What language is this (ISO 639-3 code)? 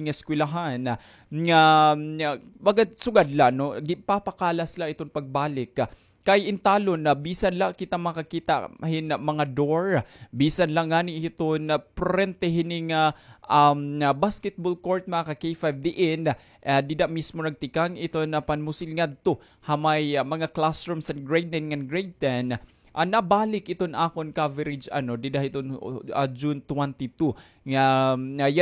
war